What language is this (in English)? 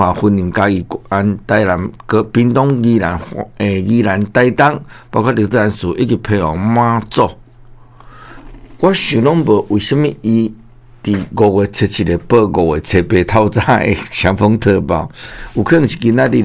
Min Nan Chinese